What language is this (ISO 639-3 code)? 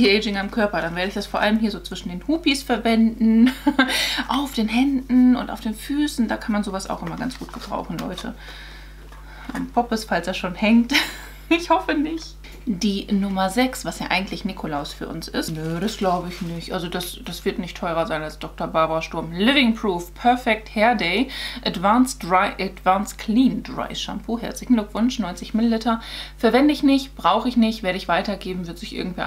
deu